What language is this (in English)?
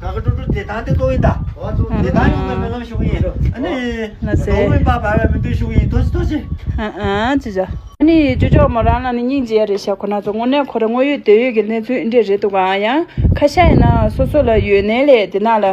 Tibetan